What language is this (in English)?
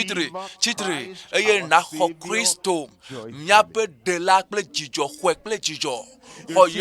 Ewe